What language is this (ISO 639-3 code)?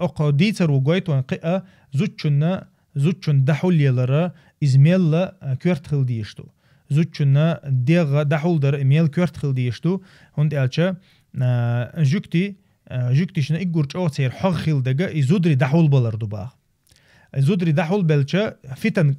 che